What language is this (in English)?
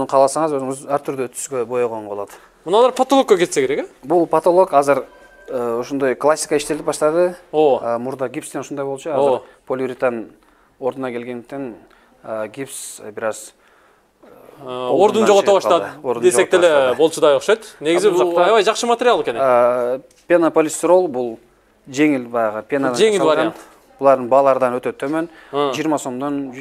Kyrgyz